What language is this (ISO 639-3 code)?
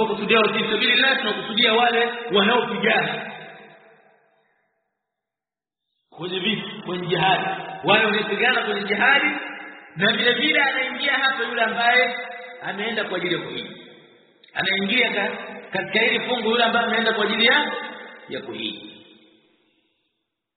swa